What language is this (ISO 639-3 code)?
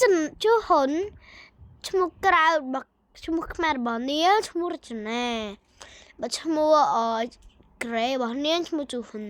khm